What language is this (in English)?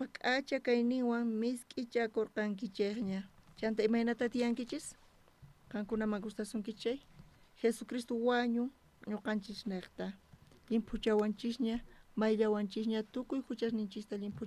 South Bolivian Quechua